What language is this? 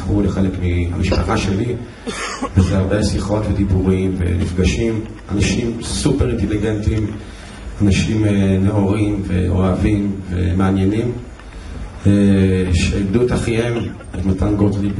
Hebrew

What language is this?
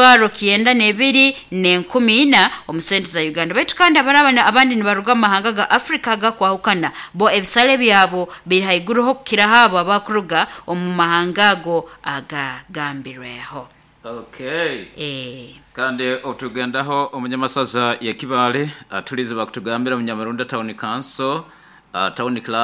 Nyoro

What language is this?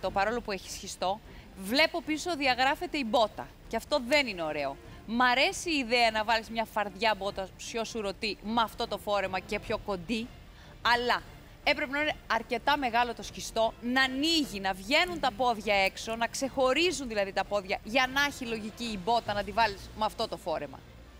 Greek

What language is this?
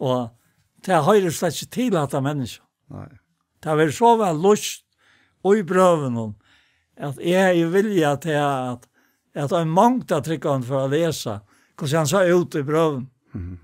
Faroese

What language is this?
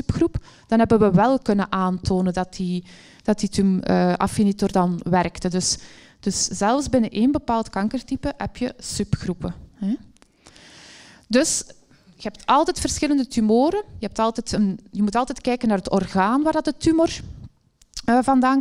Dutch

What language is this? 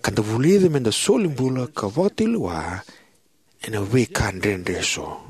Fijian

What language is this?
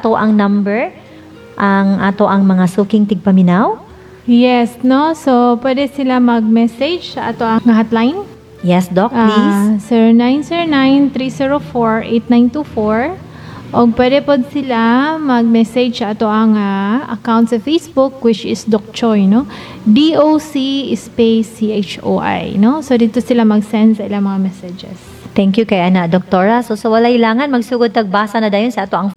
Cebuano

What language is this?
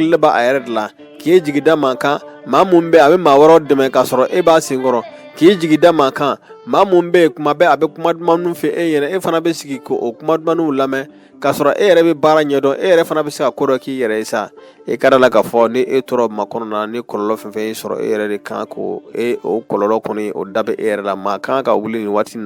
Bambara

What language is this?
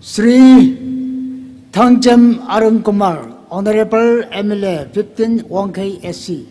Tangkhul Naga (India)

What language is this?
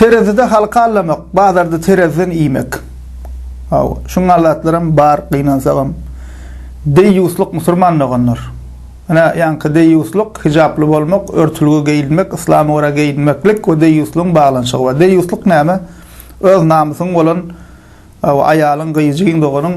Turkmen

